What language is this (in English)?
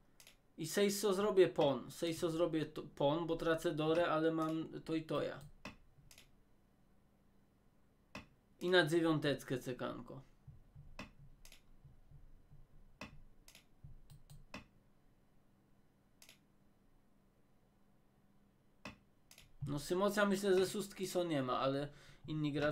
Polish